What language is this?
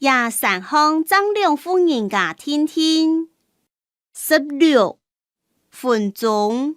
Hakka Chinese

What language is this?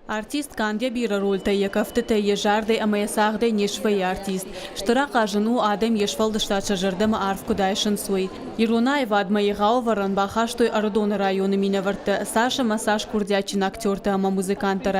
Ossetic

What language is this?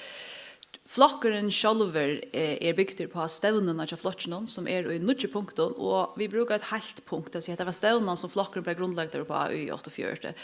Faroese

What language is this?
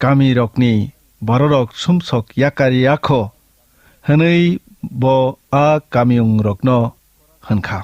Kok Borok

